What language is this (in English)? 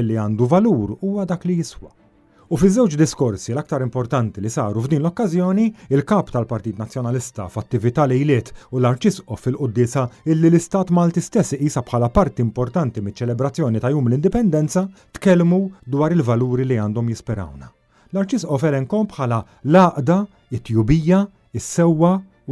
Maltese